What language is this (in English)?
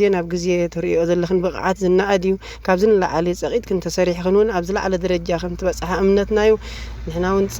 Tigrinya